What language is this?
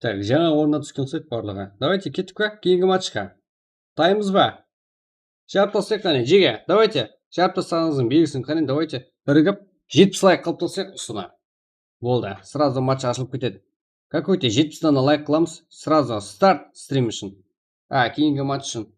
Kara-Kalpak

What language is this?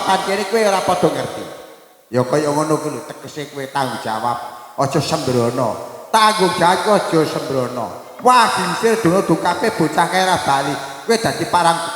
Javanese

